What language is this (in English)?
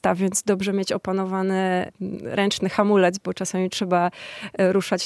Polish